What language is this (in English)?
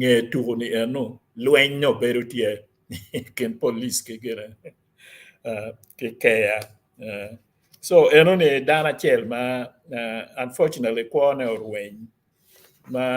Acoli